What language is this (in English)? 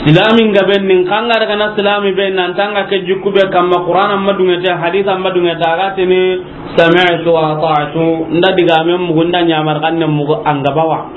Soninke